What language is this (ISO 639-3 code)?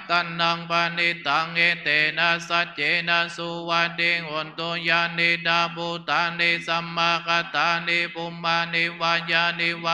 pli